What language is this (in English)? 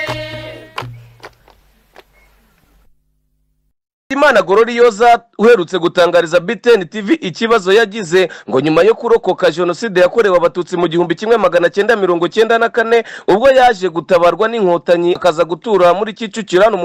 Kinyarwanda